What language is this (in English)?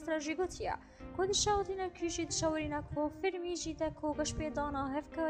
Kurdish